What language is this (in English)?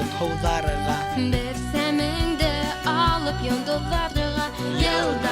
Bashkir